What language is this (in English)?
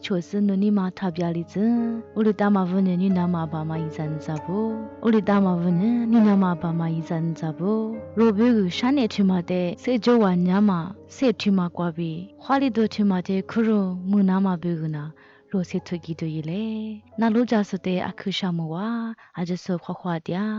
Lisu